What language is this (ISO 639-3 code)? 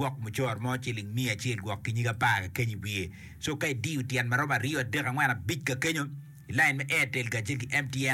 ach